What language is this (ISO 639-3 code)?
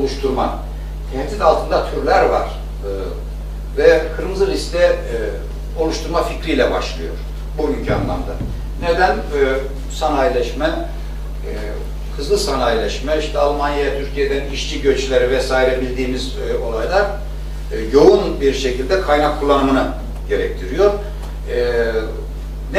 tur